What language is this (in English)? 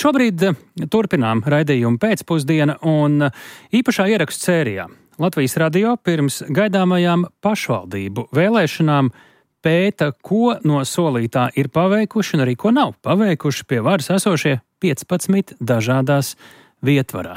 Latvian